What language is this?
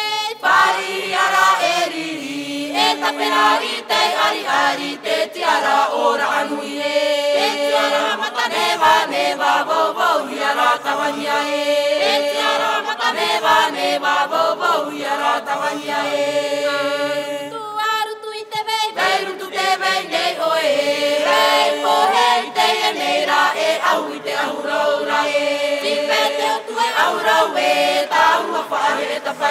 Tahitian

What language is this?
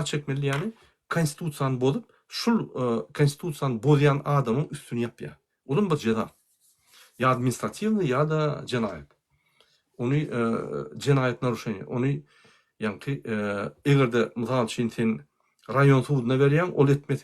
Turkmen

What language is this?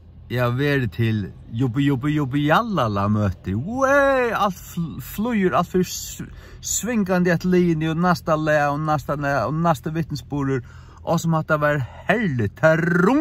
Faroese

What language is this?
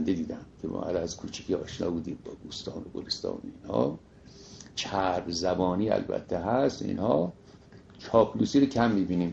Persian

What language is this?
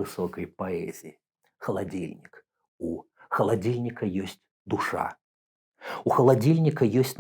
Belarusian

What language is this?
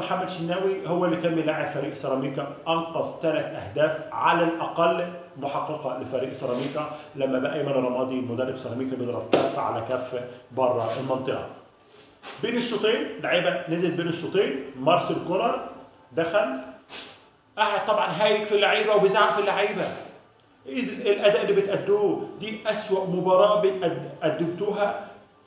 Egyptian Arabic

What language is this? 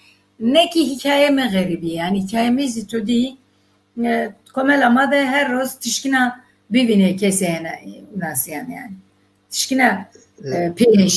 Zaza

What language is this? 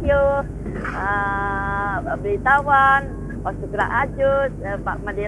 Balinese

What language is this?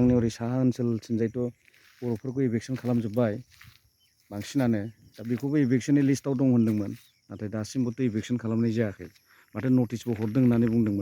Bodo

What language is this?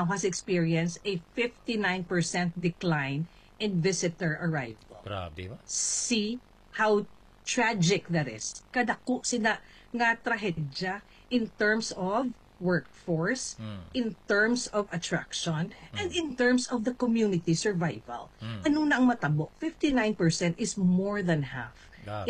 Hiligaynon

